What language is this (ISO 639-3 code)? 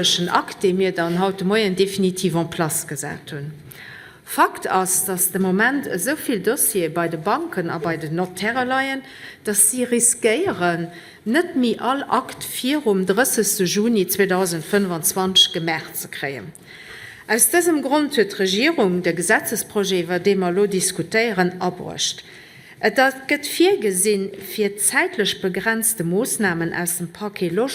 ltz